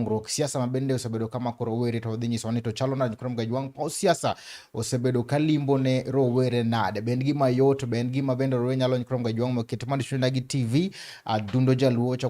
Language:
Luo (Kenya and Tanzania)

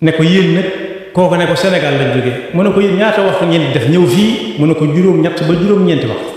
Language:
Wolof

